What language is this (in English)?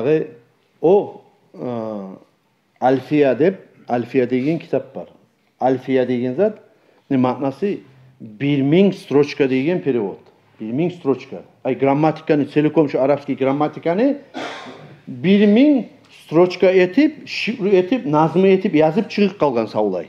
Kumyk